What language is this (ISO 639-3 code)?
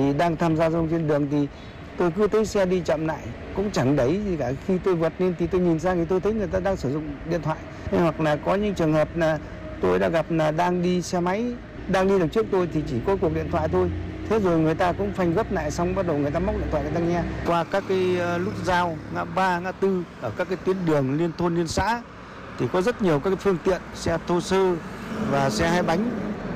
vie